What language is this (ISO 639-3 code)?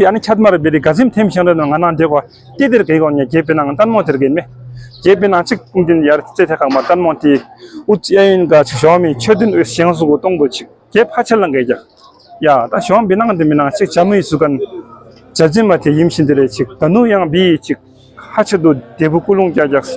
bod